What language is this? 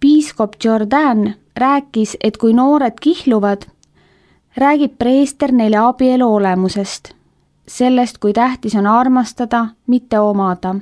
Estonian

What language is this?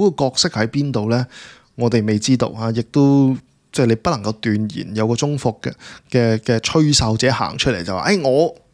Cantonese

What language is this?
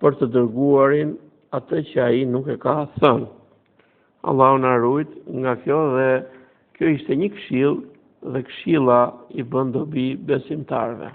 Albanian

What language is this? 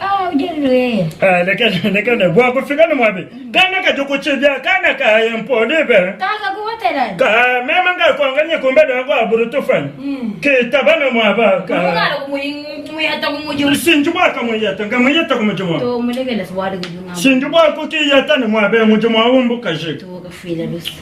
Luba-Lulua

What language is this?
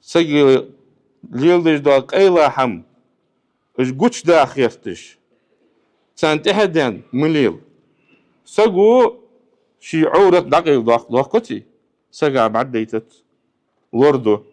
Ingush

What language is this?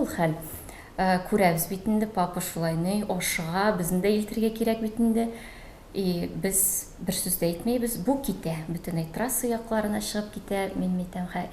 Tatar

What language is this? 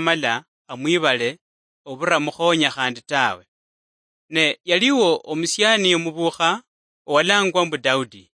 Luyia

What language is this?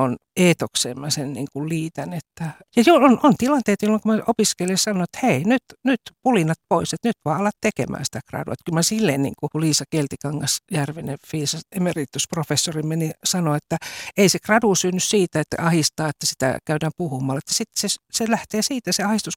Finnish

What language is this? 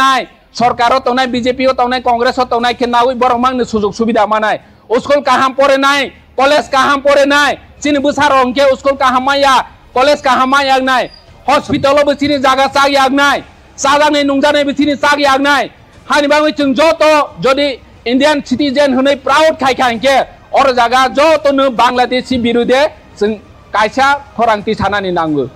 Kok Borok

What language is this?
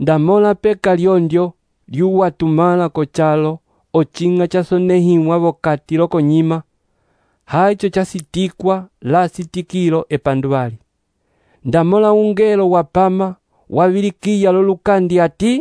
Umbundu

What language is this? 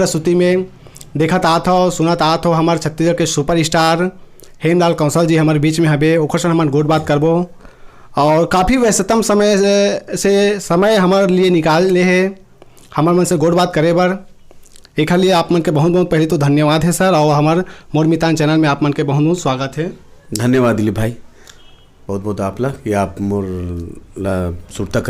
Chhattisgarhi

